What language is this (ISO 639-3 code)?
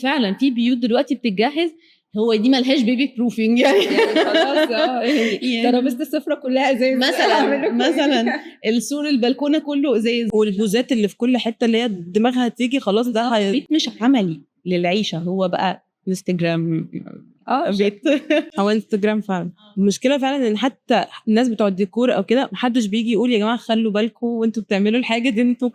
arz